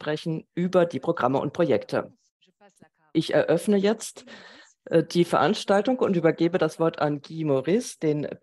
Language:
German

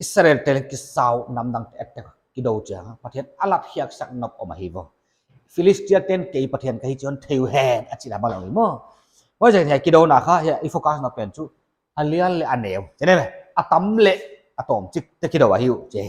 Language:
Paite Chin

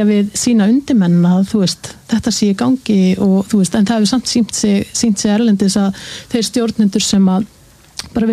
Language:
Icelandic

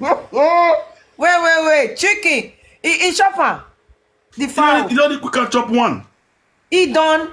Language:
Nigerian Pidgin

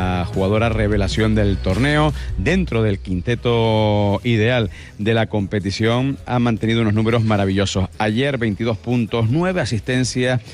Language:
Spanish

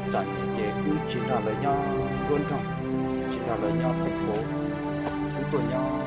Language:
Hmong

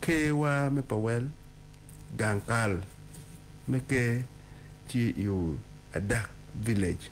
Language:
Acoli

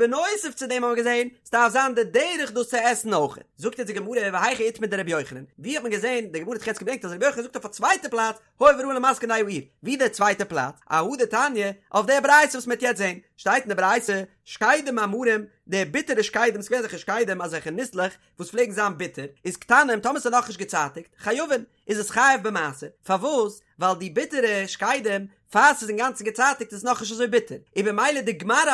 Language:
Yiddish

